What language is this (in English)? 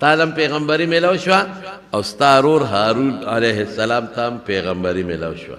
Pashto